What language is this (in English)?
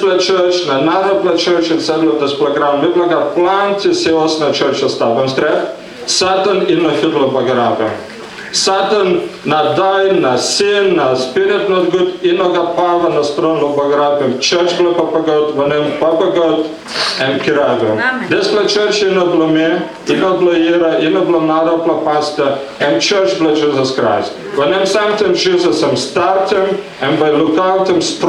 Tok Pisin